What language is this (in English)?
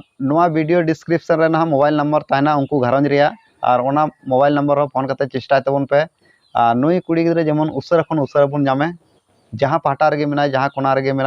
Santali